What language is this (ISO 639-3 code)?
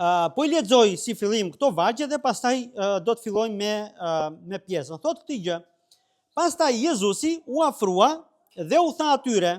sqi